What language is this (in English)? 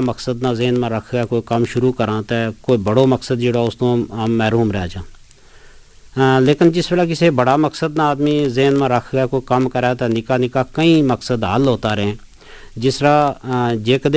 Gujari